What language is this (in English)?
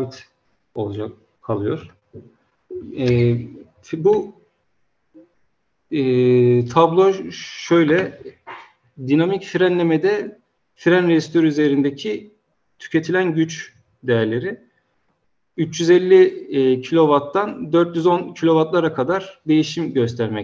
Turkish